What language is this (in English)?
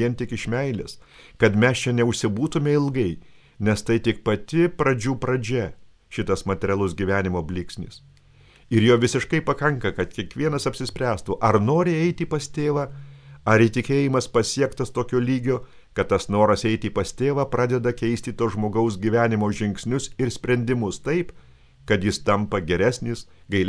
Lithuanian